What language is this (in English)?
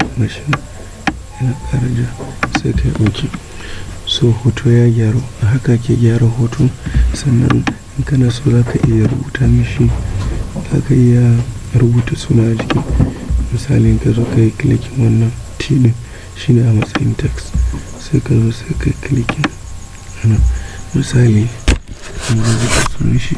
Hausa